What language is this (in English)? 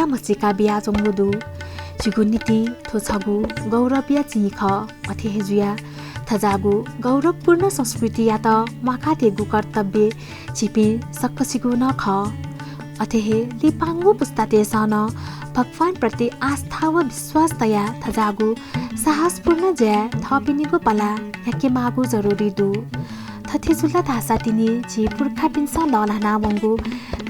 Newari